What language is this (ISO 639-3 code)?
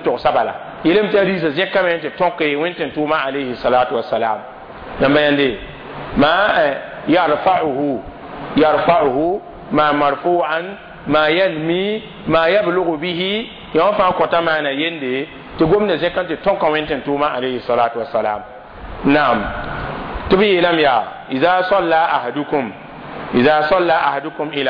mos